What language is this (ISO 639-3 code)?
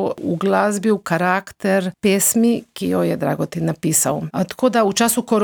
slv